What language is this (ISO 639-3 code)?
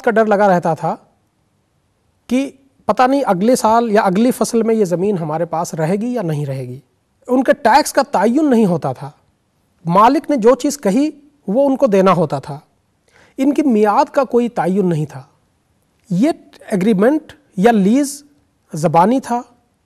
urd